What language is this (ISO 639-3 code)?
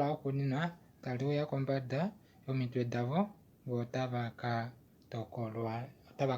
kua